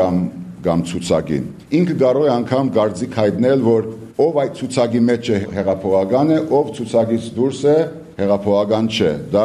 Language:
Armenian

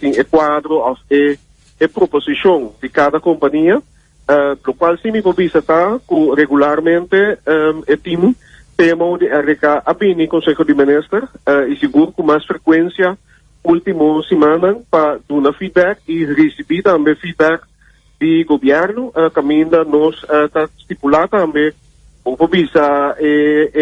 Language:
Papiamento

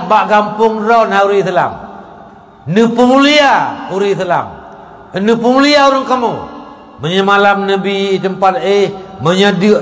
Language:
Achinese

